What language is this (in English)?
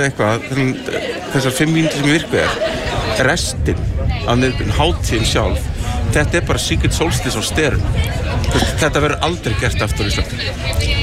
Icelandic